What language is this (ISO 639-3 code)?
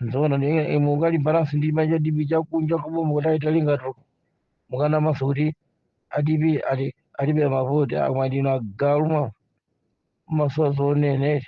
nya